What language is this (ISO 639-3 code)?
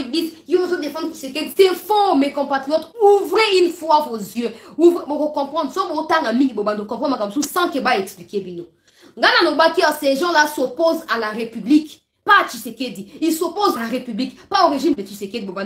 fra